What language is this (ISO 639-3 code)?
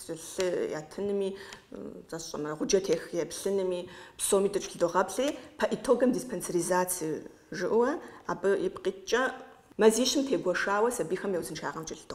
kbd